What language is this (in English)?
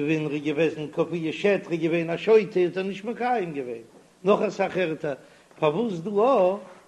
Yiddish